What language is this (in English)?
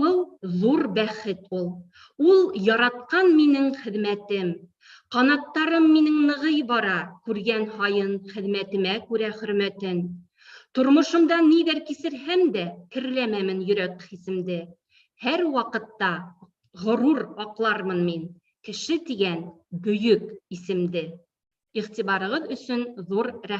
Bashkir